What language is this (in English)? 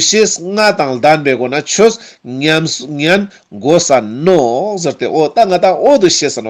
Ladakhi